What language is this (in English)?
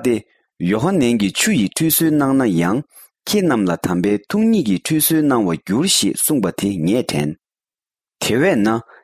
Tibetan